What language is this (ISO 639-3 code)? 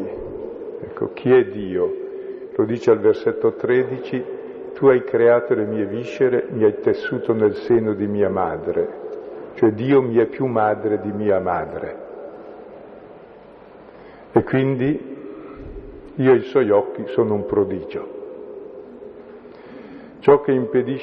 ita